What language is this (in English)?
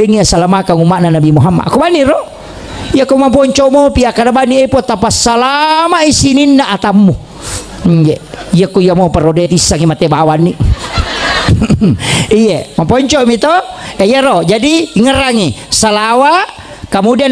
Buginese